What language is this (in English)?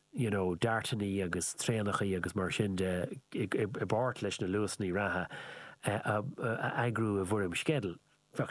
Irish